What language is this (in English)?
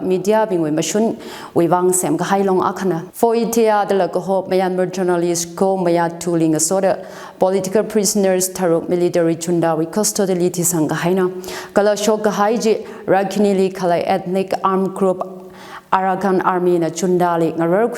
Tangkhul Naga (India)